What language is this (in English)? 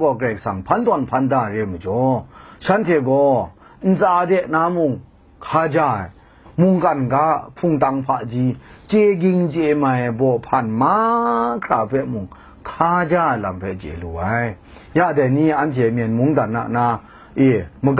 Kachin